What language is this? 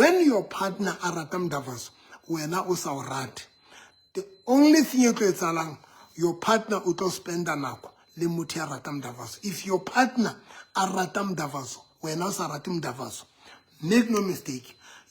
Southern Sotho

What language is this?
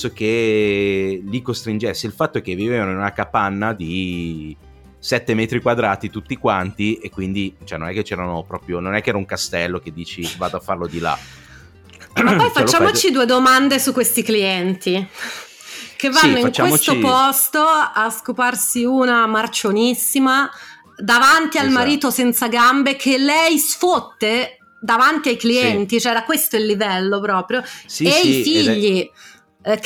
Italian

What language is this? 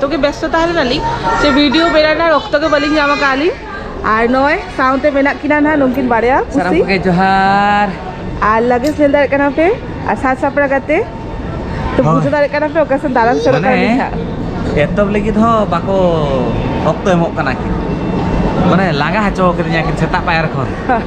Santali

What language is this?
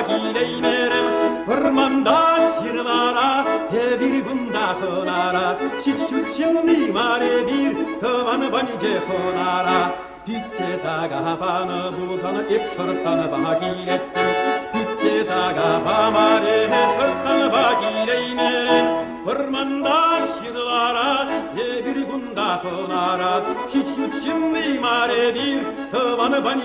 Chuvash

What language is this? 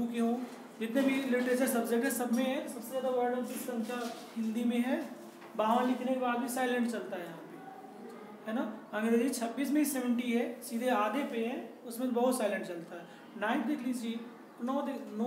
Hindi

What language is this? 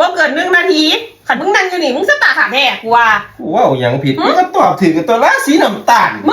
Northeastern Thai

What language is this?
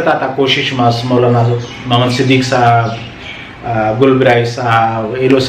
Brahui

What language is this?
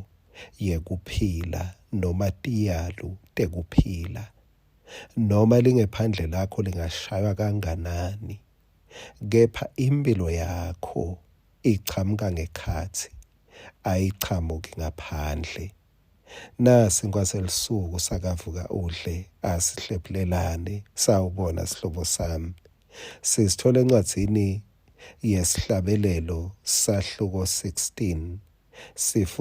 Swati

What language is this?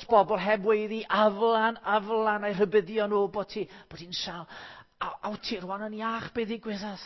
Welsh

